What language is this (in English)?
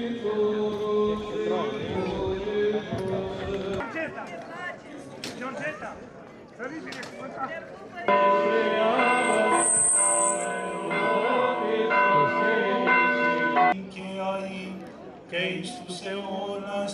Greek